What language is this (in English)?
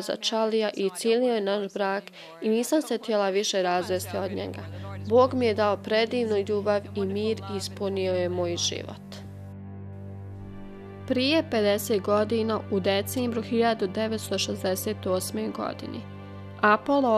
Bosnian